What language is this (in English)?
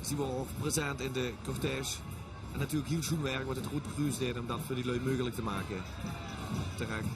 Limburgish